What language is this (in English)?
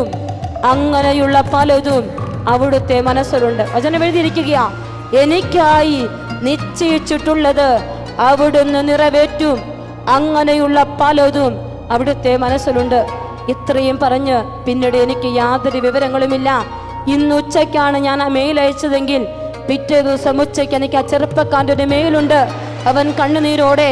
Malayalam